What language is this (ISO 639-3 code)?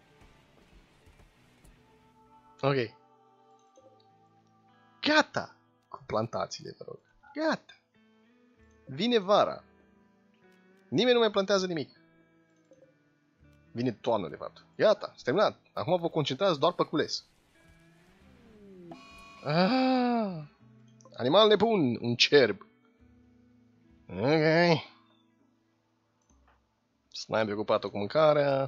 ron